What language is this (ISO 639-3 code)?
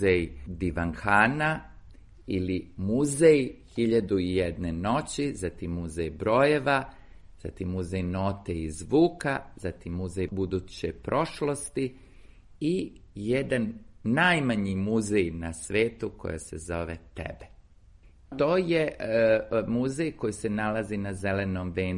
srp